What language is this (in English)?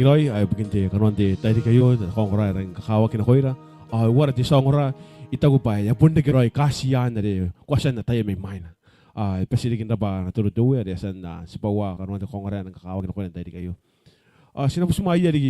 Gilbertese